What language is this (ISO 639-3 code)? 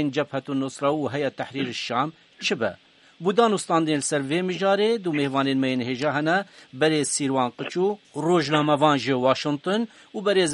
kur